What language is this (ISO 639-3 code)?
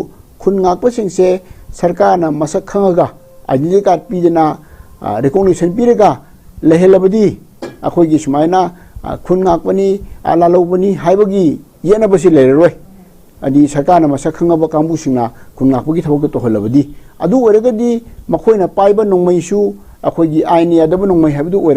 mni